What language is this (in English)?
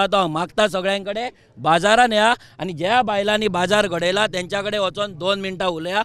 Konkani